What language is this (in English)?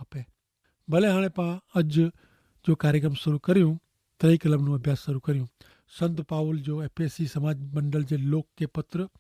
Kachhi